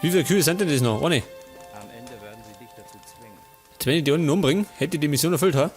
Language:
Bavarian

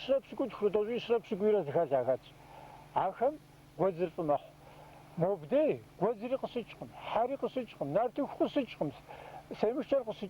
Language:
Kabardian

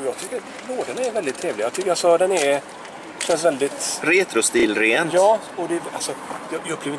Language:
Swedish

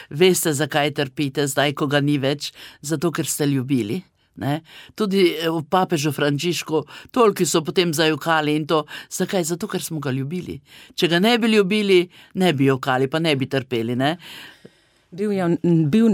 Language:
Slovenian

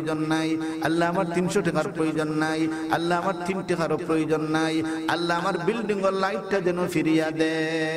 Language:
Sylheti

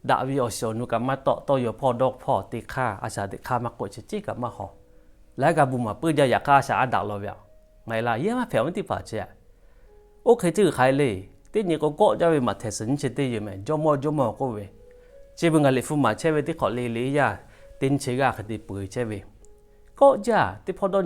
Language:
Lahu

